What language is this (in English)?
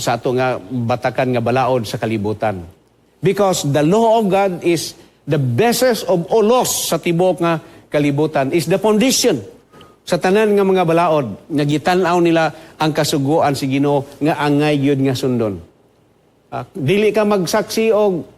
Cebuano